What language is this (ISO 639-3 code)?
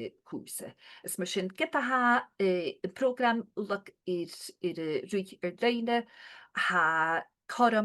gla